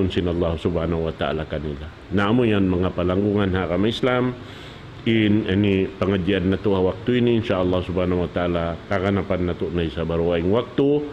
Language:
Tausug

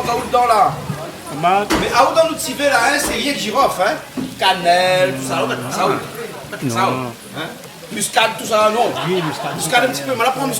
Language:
Réunion Creole French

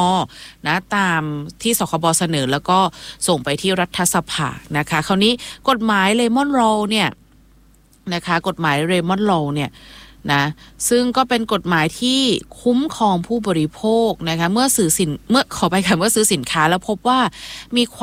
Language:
Thai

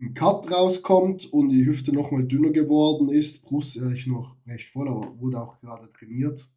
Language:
Swiss German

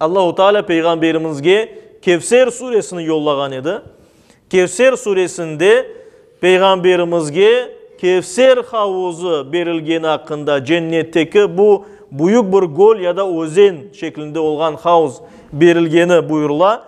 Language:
Crimean Tatar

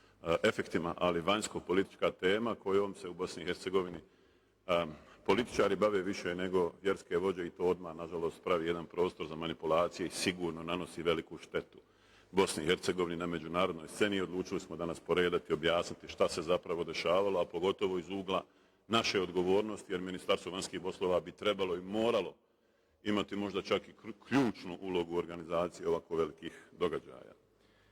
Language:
Bosnian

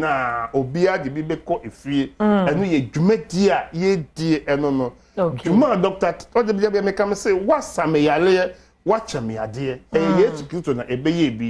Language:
Akan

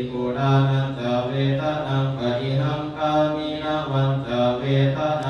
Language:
Pali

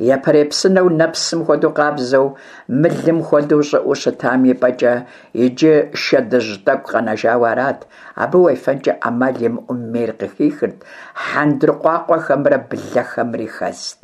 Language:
Kabardian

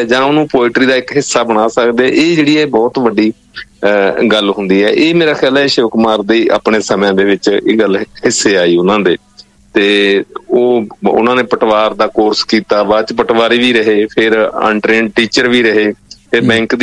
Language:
Punjabi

